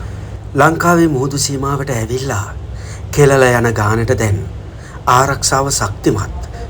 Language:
Sinhala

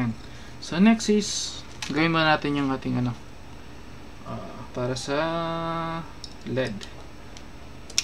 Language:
Filipino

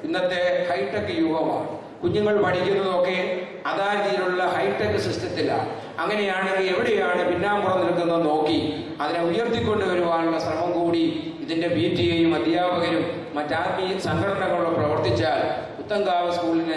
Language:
Malayalam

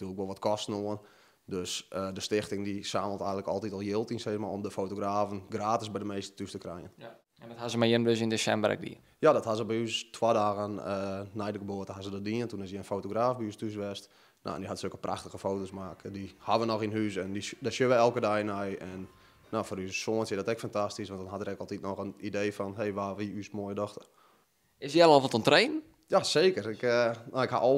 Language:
Western Frisian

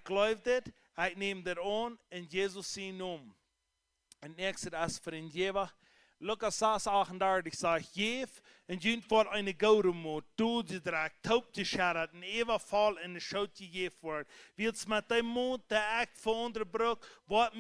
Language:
Plautdietsch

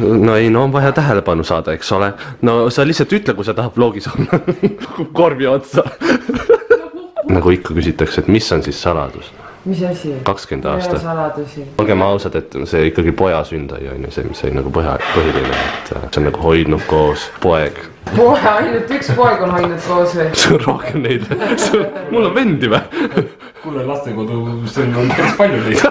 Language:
Estonian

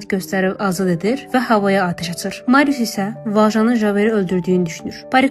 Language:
Azerbaijani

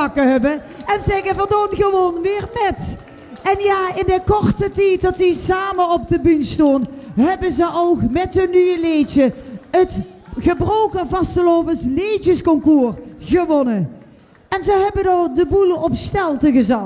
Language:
Limburgish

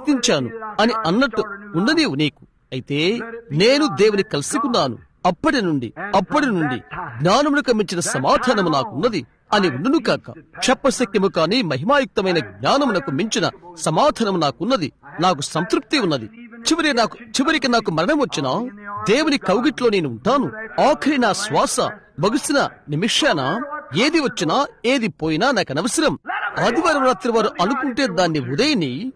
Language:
Telugu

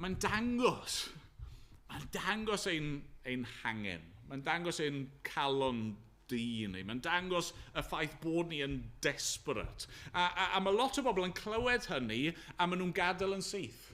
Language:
Welsh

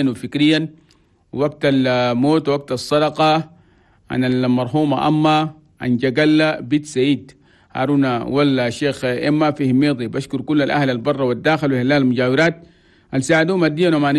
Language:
Chadian Arabic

